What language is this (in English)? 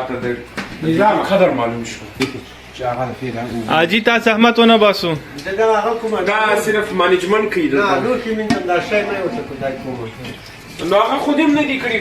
Pashto